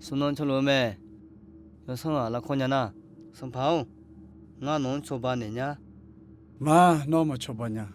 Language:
Akha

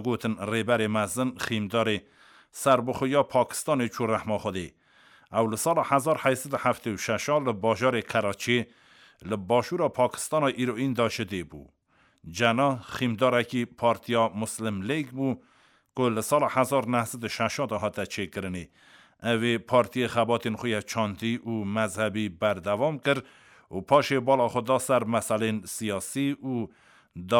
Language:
Kurdish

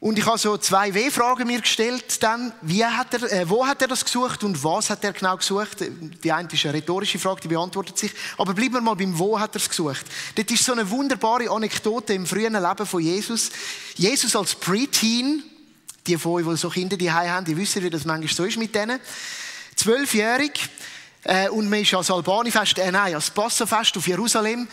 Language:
Swiss German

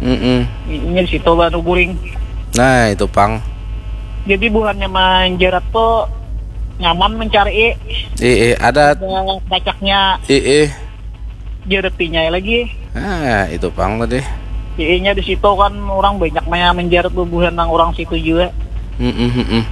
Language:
Banjar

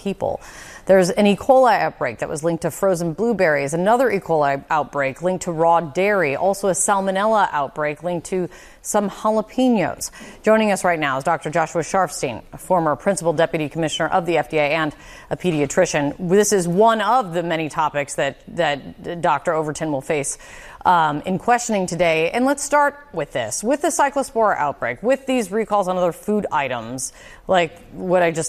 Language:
English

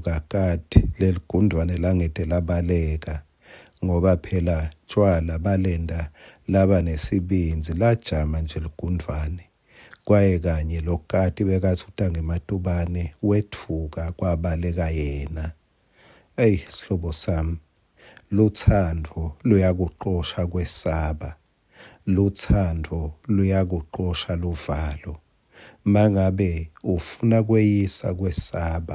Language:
Swati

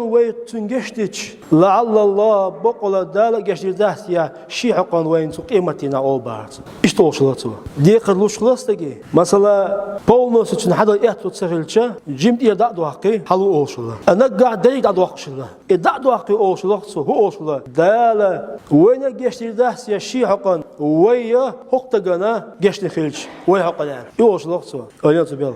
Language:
Chechen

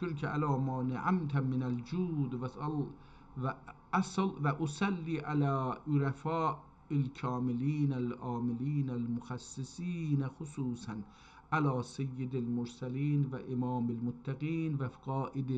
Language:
South Azerbaijani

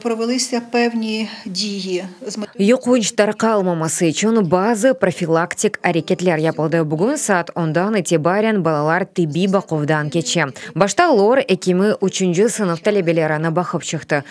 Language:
Crimean Tatar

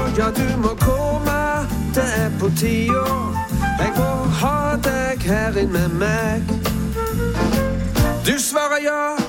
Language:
Norwegian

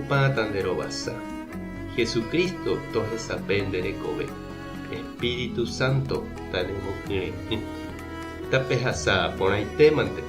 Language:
Guarani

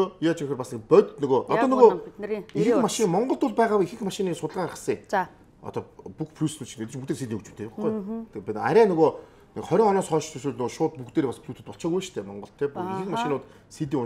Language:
Mongolian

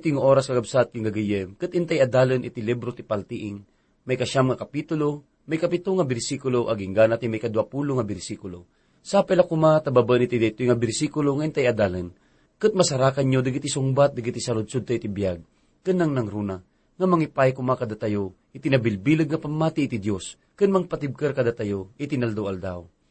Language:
Iloko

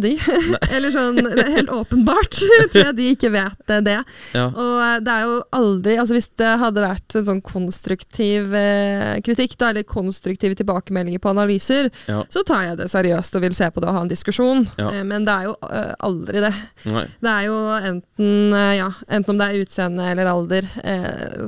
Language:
Norwegian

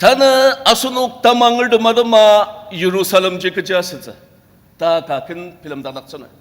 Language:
Ao Naga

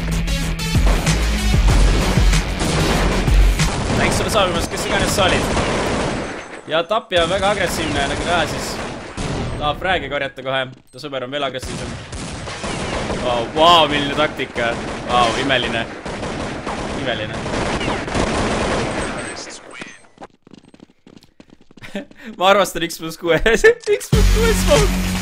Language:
Estonian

